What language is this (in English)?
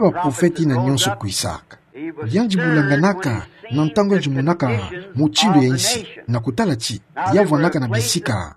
Kituba (Democratic Republic of Congo)